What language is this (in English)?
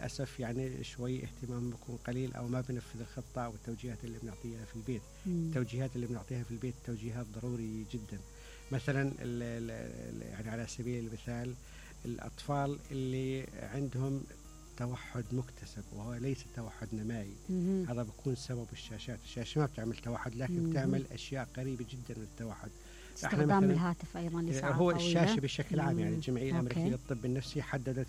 Mesopotamian Arabic